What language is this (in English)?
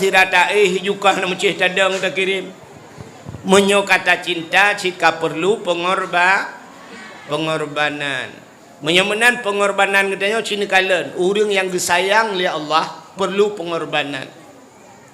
Achinese